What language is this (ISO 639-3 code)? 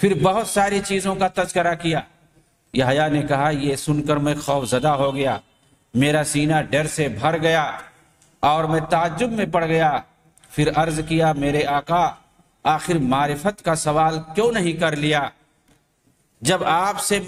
urd